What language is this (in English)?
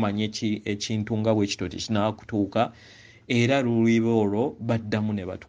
Ganda